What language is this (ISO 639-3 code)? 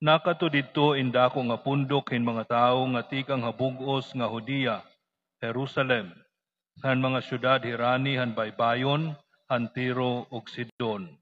war